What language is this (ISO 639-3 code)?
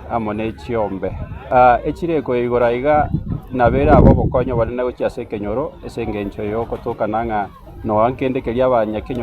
guz